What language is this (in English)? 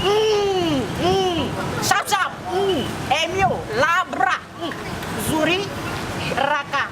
Nigerian Pidgin